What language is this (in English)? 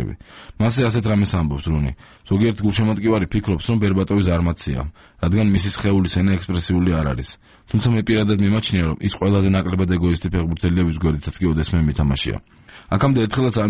Georgian